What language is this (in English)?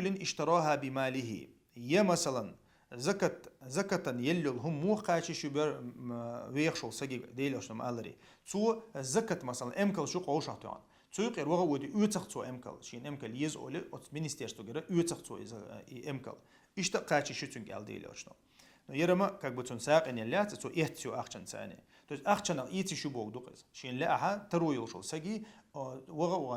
Chechen